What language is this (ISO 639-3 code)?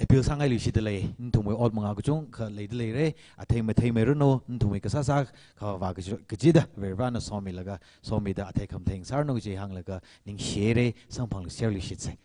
nmf